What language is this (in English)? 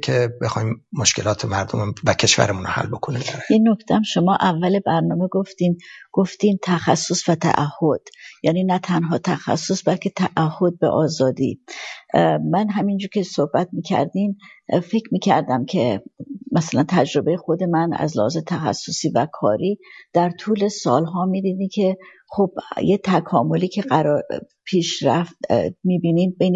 Persian